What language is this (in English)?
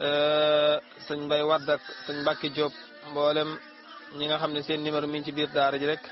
Wolof